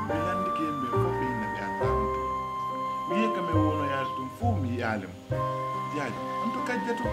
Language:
Pular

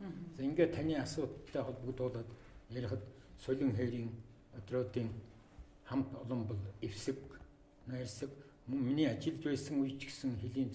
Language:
Mongolian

